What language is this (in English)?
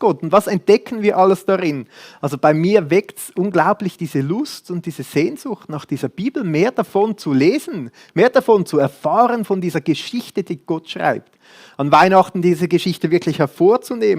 Swiss German